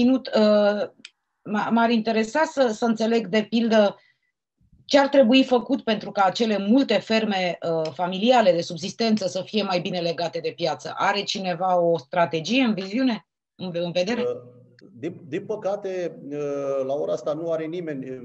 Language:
Romanian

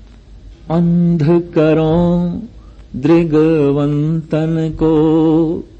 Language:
Punjabi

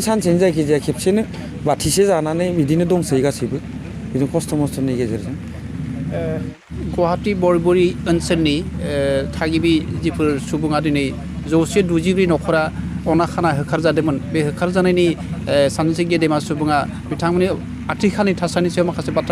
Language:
Bodo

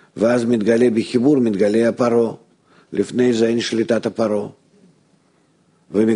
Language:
Hebrew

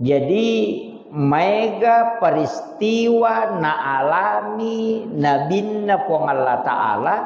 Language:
Buginese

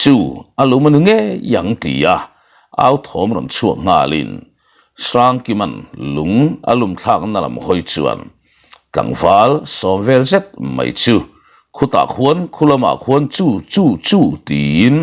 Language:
Mizo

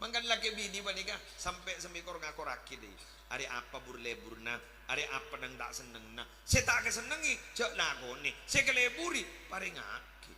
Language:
Madurese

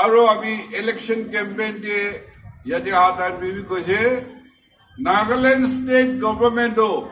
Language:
Naga Pidgin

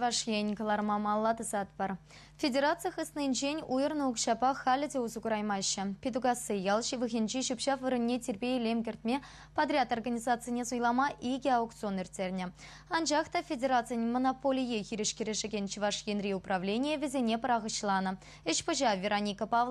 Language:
Chuvash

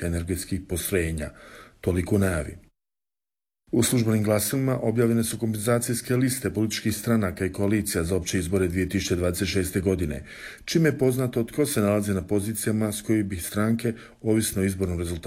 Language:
Croatian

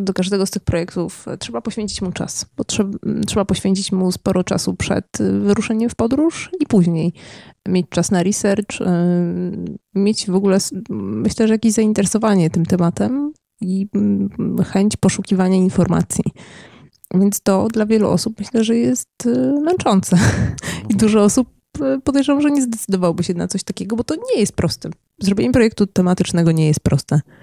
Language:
Polish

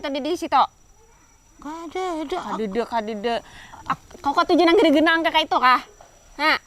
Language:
Banjar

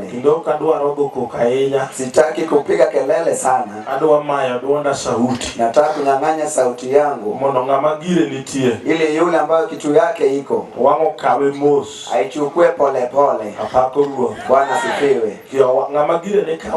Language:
Luo (Kenya and Tanzania)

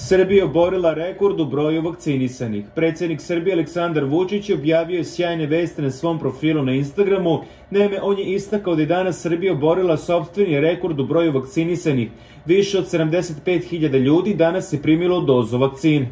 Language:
Bosnian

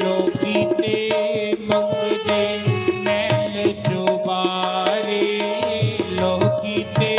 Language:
Dogri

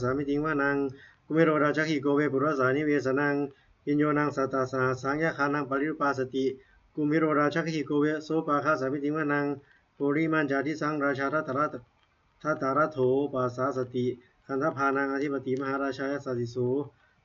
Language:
Pali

